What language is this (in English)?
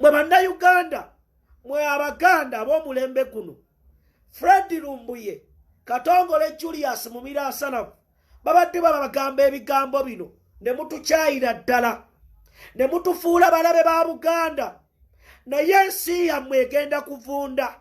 Ganda